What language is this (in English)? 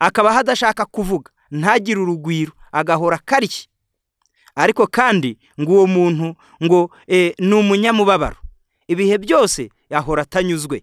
Kinyarwanda